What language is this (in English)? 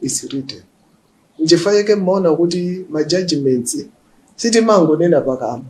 Nyanja